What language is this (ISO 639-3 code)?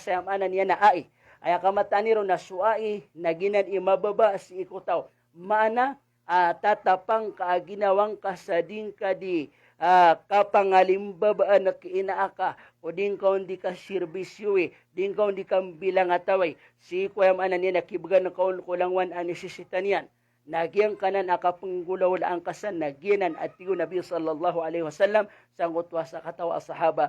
mrw